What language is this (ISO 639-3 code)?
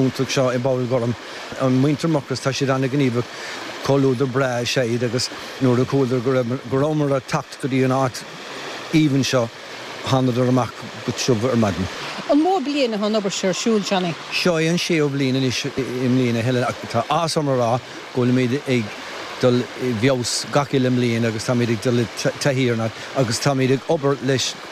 gle